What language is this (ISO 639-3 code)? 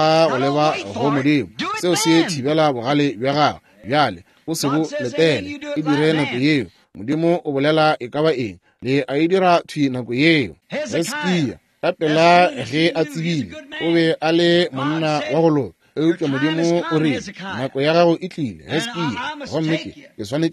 nso